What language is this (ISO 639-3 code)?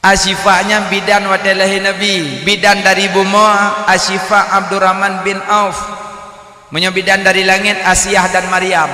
ace